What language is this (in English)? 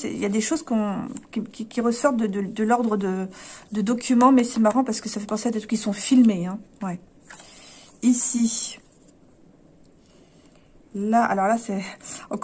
French